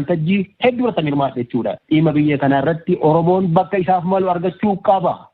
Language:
Oromo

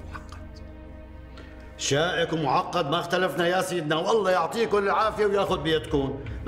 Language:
North Levantine Arabic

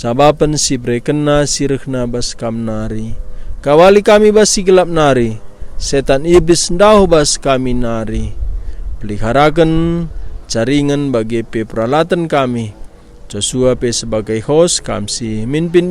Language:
Batak Karo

